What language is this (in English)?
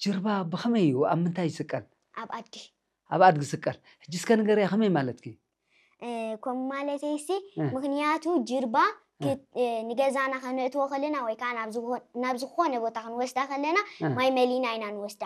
Tigrinya